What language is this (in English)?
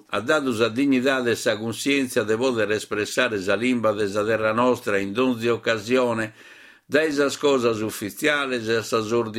Sardinian